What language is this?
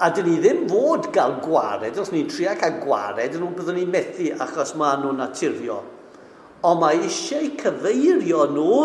Welsh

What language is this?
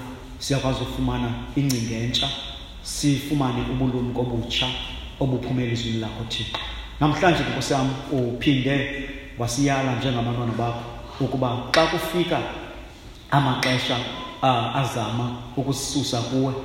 Xhosa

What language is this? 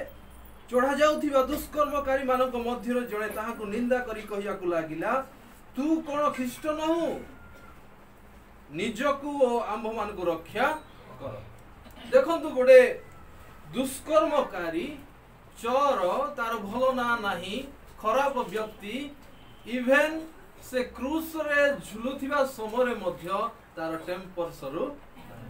Odia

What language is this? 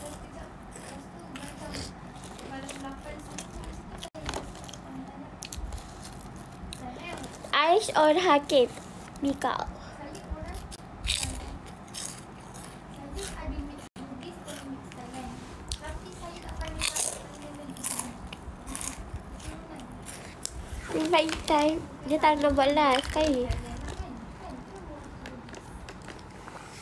Malay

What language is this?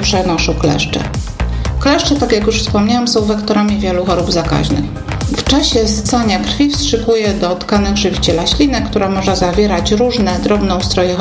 Polish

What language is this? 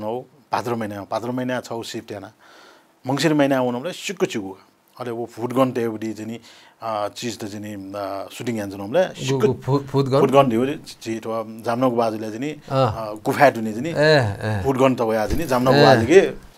Newari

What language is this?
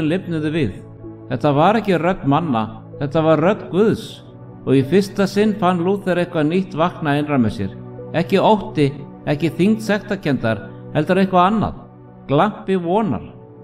Icelandic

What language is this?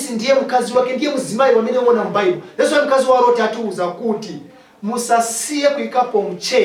Nyanja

